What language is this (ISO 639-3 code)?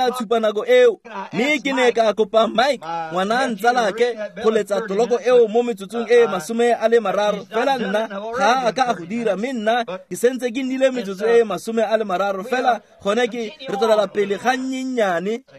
tsn